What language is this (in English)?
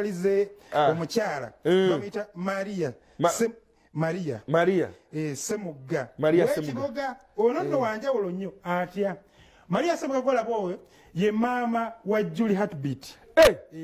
Ganda